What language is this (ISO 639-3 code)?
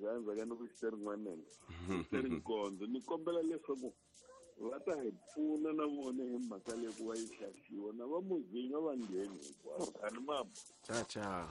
tso